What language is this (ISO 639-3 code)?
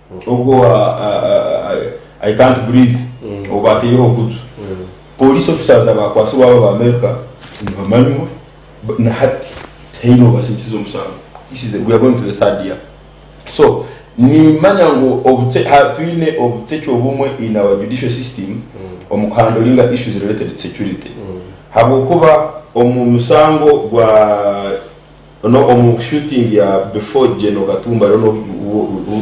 nyn